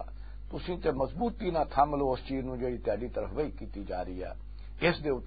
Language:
Western Panjabi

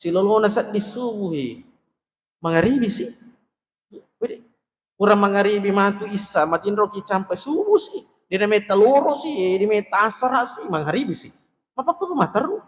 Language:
Buginese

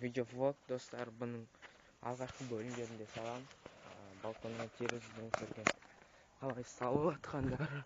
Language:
Kazakh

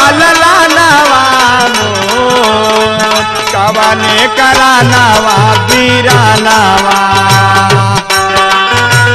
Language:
Bhojpuri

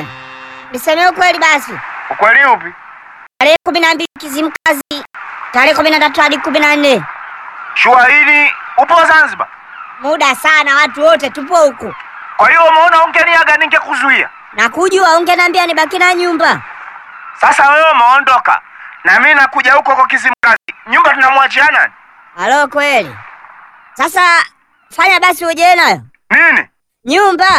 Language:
Swahili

